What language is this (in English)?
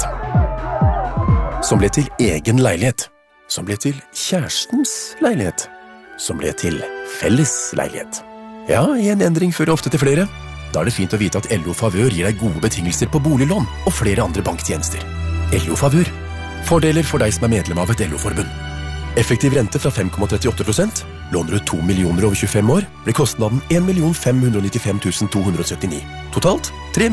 Norwegian